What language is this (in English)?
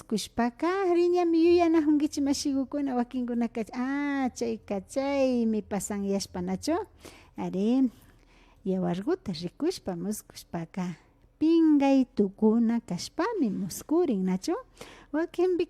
Imbabura Highland Quichua